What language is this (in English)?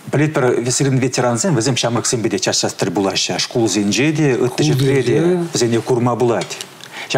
Chuvash